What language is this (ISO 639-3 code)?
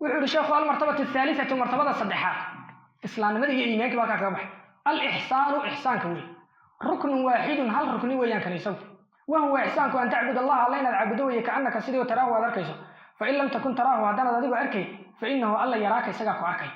som